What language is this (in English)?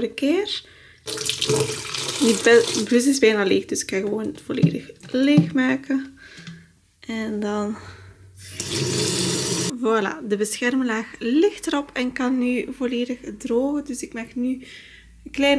Dutch